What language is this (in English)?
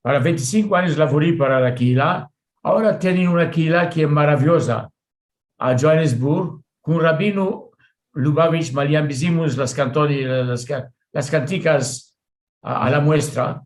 Ladino